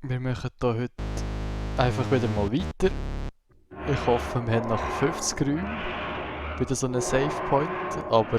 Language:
Swiss German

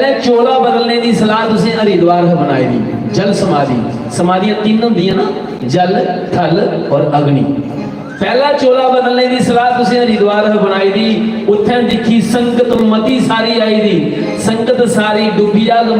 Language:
Dogri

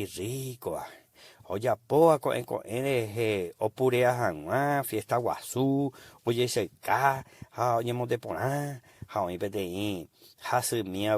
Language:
Guarani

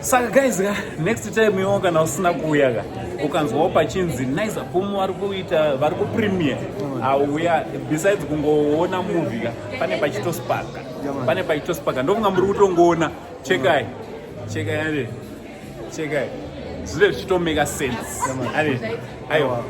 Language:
Shona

